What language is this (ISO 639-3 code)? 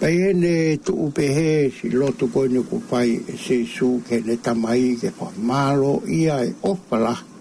ton